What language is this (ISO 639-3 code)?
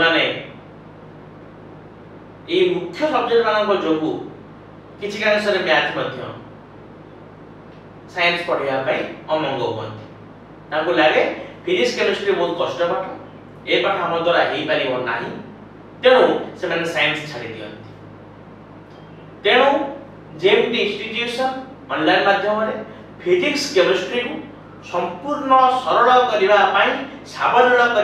ori